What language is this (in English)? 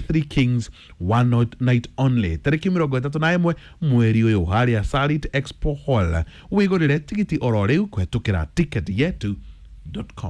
Kikuyu